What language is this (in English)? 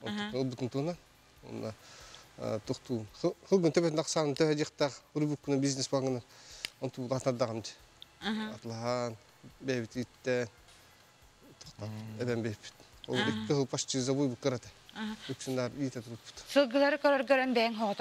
Yakut